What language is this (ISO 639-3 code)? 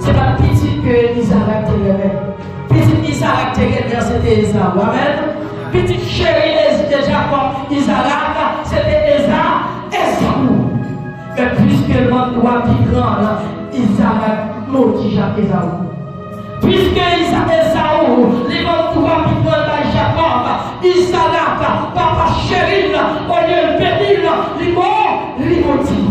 hat